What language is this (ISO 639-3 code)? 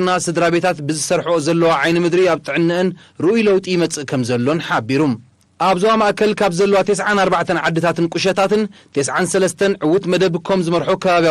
tir